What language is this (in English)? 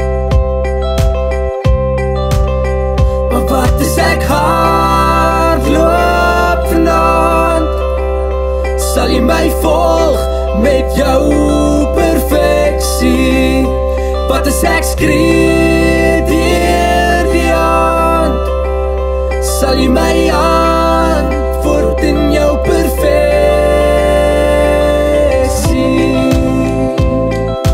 Afrikaans